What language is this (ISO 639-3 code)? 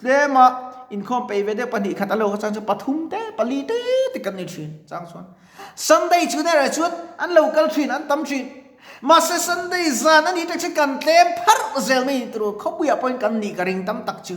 lus